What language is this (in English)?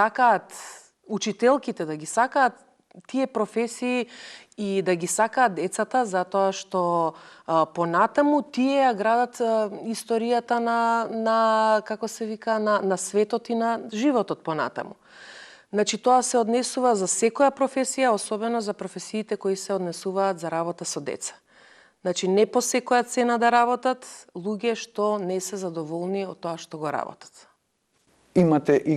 Macedonian